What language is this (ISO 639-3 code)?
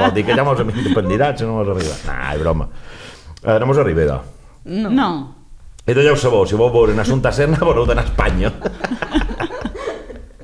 cat